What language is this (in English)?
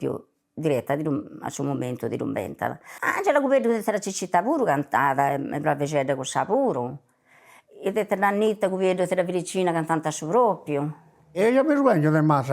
Sardinian